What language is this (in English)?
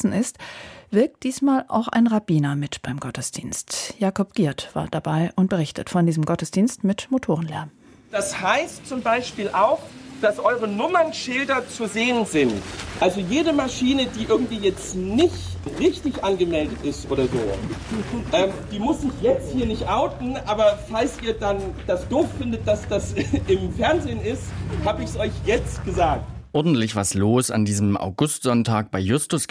German